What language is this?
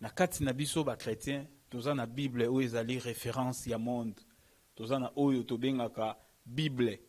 Lingala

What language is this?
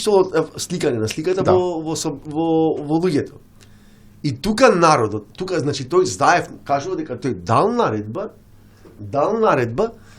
Macedonian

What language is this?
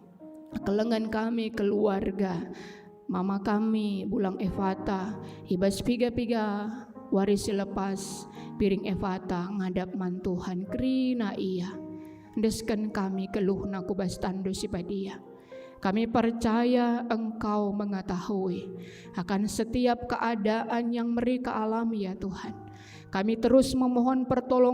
Batak Karo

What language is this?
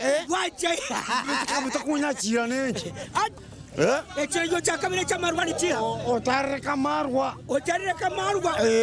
Nyankole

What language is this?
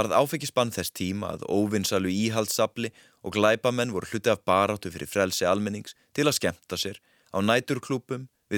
Icelandic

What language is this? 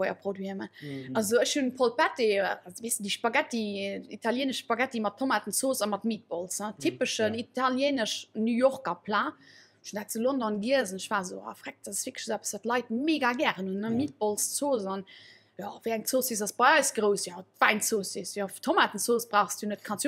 Luxembourgish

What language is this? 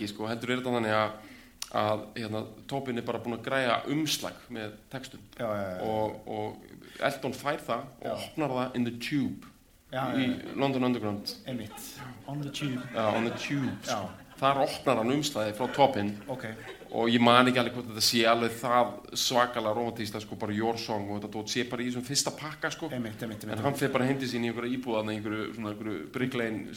Icelandic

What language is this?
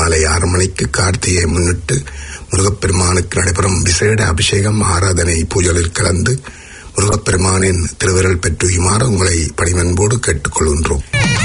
Tamil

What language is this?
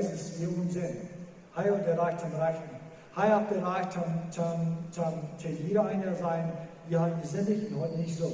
Plautdietsch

